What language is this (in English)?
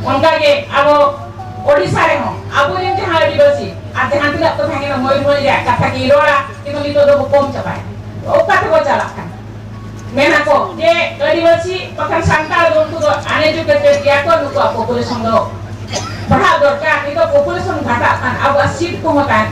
Santali